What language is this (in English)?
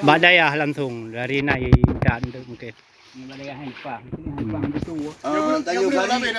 Achinese